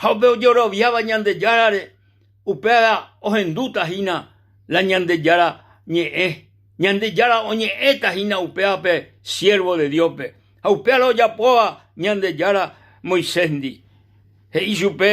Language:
Guarani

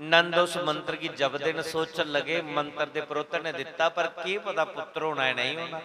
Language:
Dogri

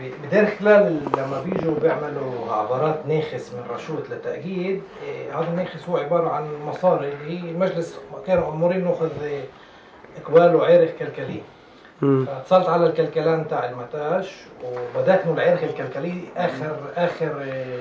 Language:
North Levantine Arabic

